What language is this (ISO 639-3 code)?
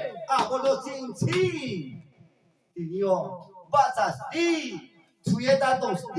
ria